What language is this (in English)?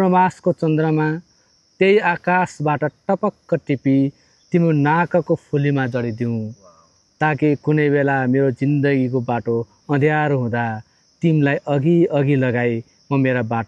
Nepali